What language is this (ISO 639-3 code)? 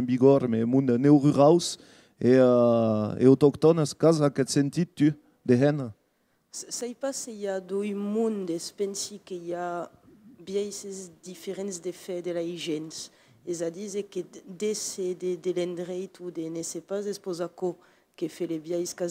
oci